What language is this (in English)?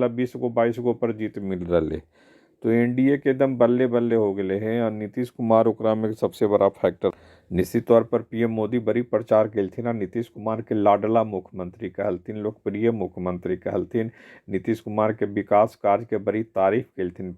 Magahi